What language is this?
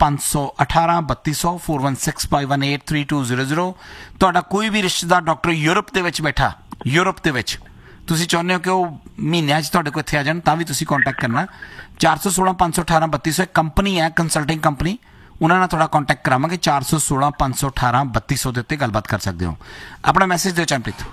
Punjabi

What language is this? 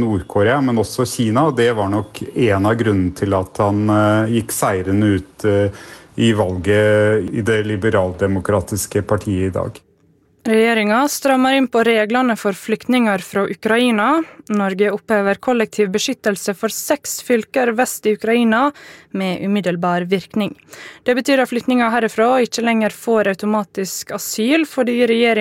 Norwegian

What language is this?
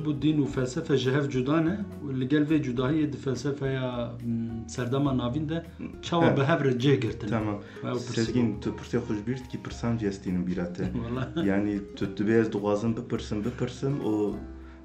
Kurdish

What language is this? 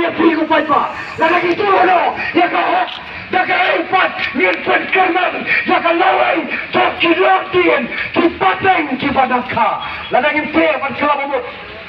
Khasi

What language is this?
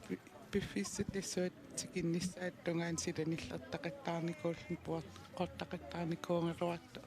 Kalaallisut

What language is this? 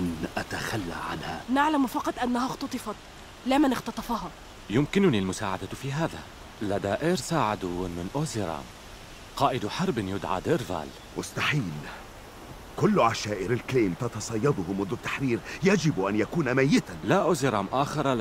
Arabic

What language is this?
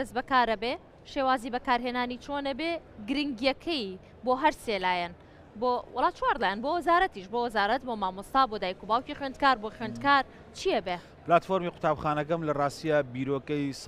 Central Kurdish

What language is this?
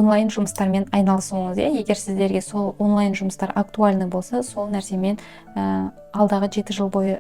Kazakh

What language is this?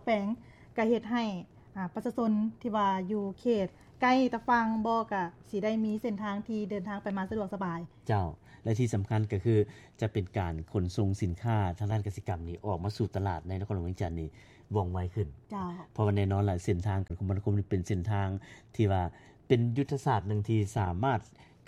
Lao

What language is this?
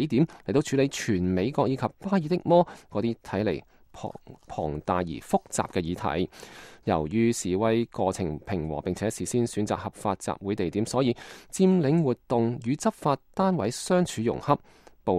Cantonese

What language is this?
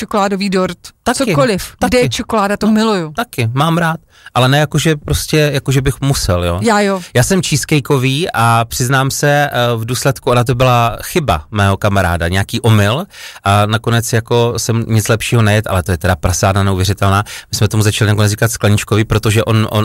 Czech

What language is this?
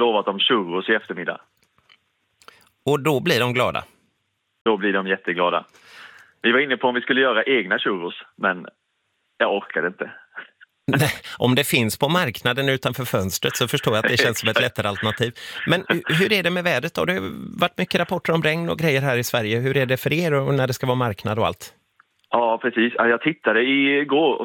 Swedish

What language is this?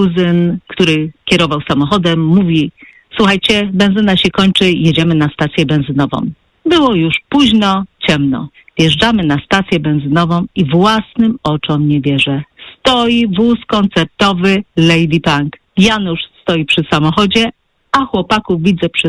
Polish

